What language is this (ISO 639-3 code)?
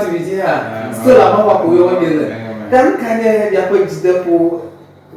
ewe